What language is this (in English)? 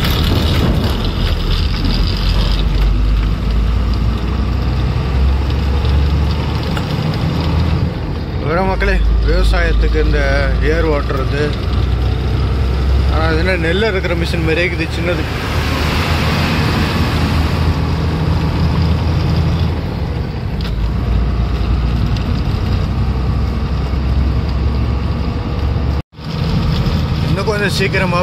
Tamil